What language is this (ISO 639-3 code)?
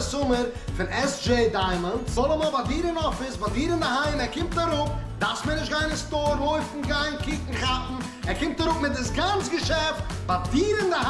yid